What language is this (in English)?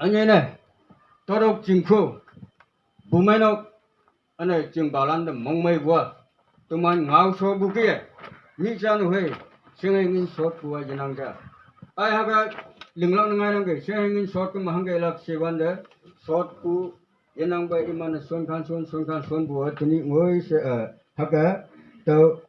Konyak Naga